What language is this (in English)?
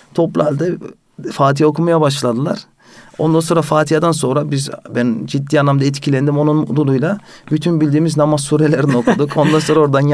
Turkish